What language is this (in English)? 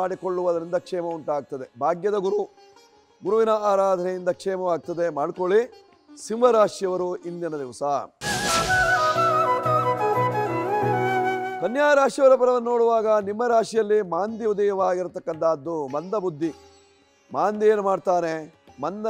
Kannada